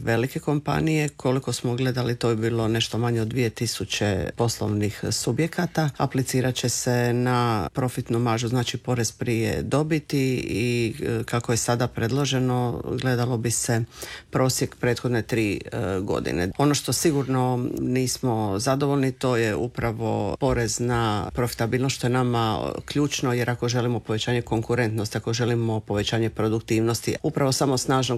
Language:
Croatian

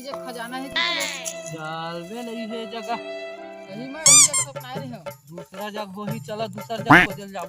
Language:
Chhattisgarhi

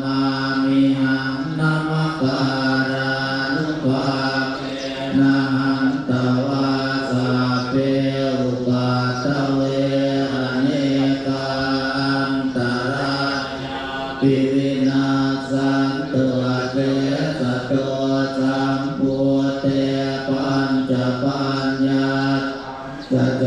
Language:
Pali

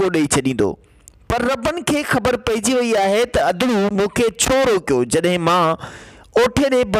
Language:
Sindhi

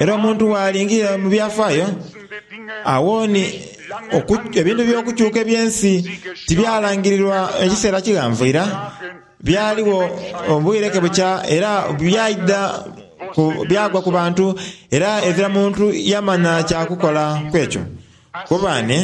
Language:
Soga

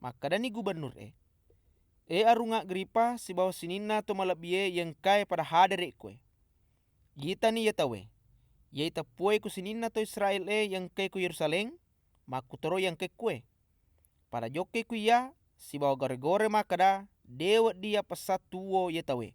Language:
Buginese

